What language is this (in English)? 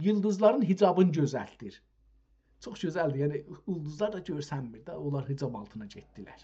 South Azerbaijani